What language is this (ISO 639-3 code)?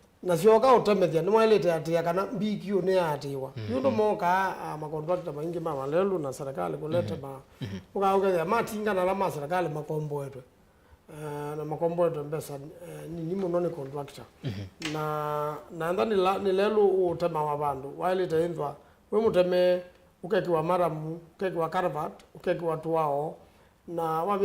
kam